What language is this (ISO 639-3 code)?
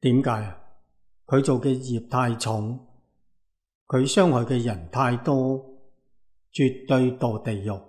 yue